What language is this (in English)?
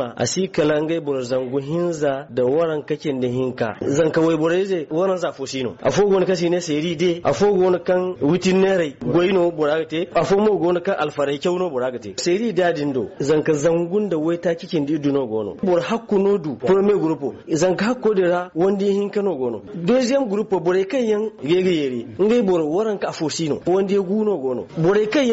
Zarma